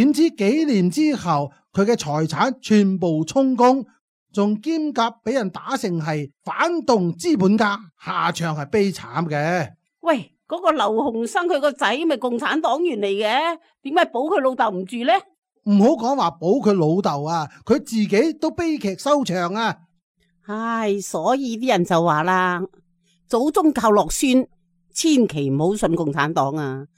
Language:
Cantonese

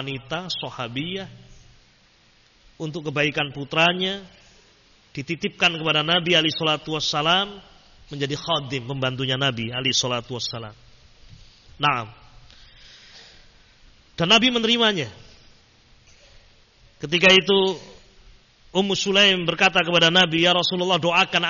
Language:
Indonesian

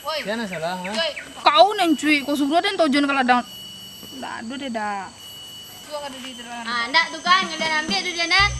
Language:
Minangkabau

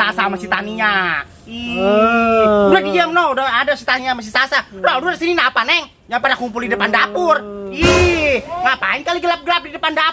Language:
Betawi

